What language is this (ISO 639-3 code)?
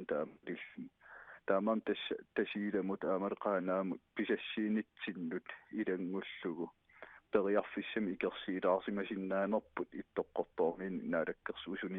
kal